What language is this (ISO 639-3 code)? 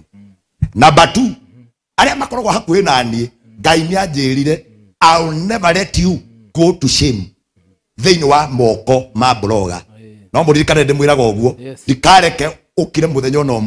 kik